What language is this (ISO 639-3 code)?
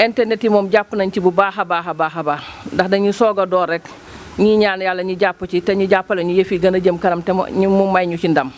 wol